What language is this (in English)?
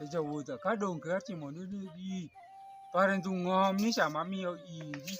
Alur